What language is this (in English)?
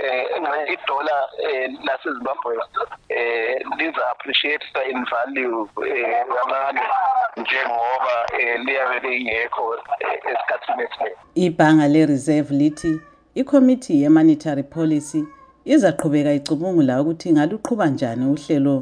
North Ndebele